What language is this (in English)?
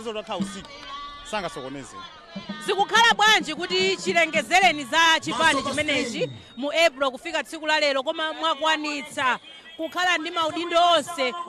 Nyanja